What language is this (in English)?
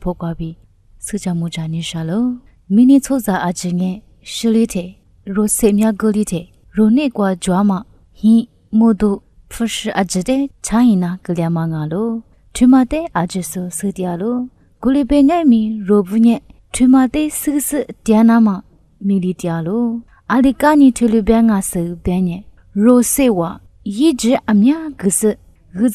Lisu